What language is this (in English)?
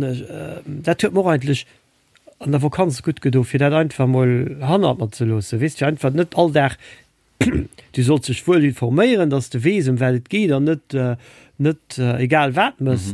Luxembourgish